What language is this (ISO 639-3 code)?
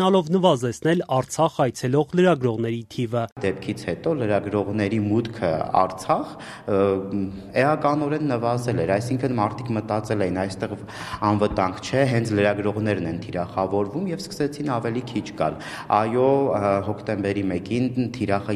hye